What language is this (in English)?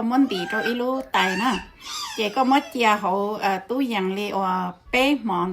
Hmong